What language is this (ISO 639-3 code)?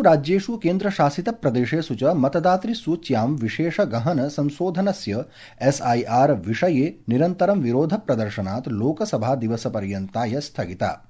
san